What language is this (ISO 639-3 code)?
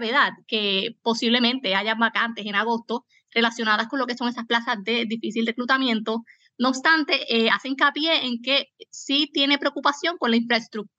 spa